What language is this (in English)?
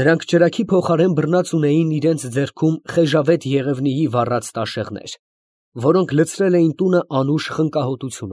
Armenian